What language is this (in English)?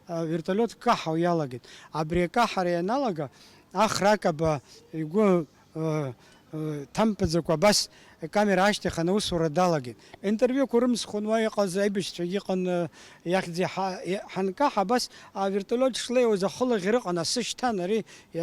Abkhazian